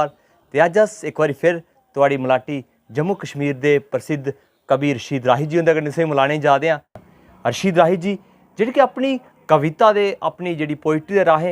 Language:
Dogri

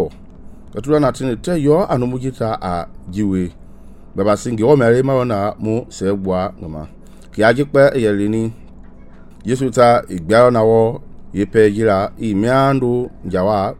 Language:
Mende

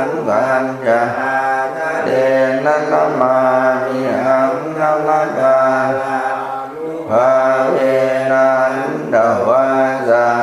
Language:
Pali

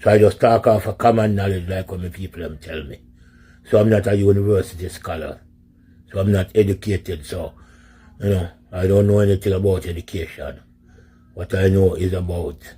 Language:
Jamaican Creole English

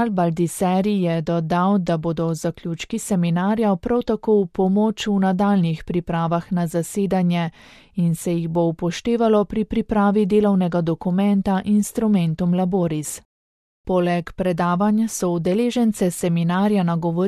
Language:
Slovenian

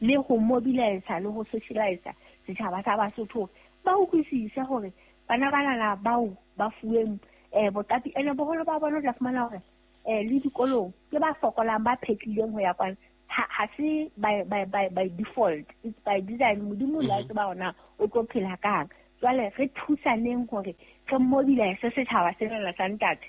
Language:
Southern Sotho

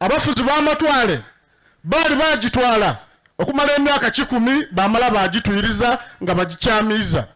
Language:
Soga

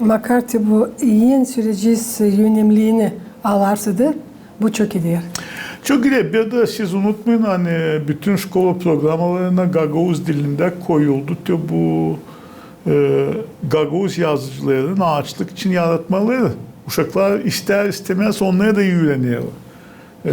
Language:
Gagauz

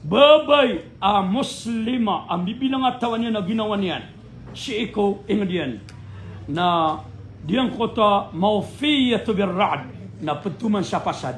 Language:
Maranao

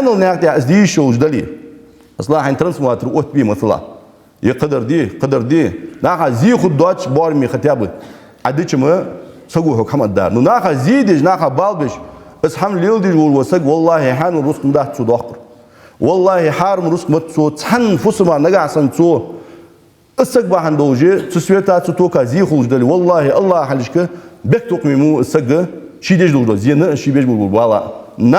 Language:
Ingush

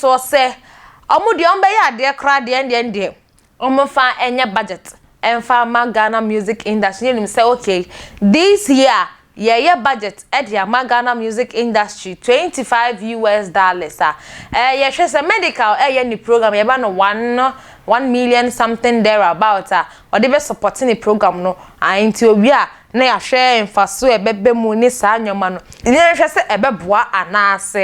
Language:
Akan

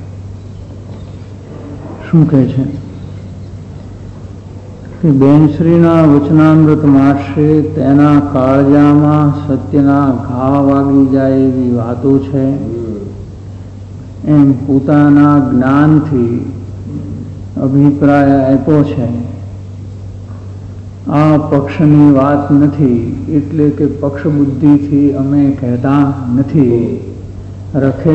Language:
Gujarati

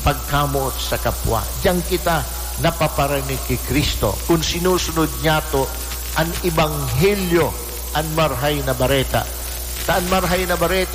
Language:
Bikol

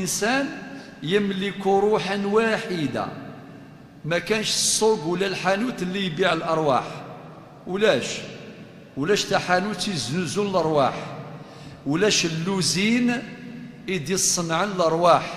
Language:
Kabyle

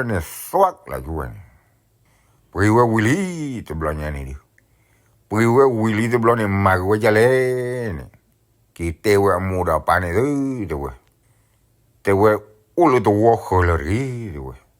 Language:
S'gaw Karen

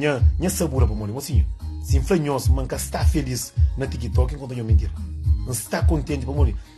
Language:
Kabuverdianu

